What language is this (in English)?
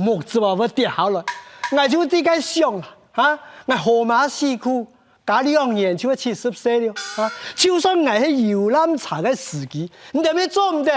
Hakka Chinese